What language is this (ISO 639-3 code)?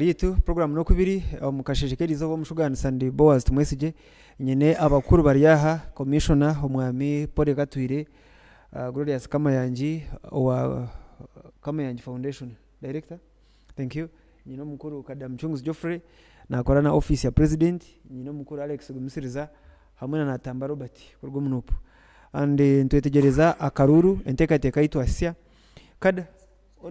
nyn